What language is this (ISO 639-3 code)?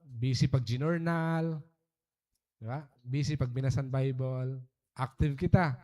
war